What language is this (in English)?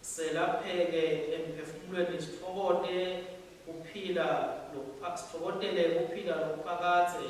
Swati